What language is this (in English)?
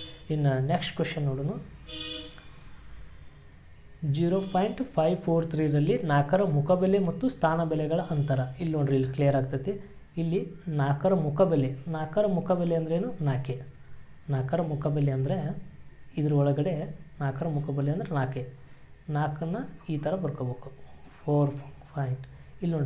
Kannada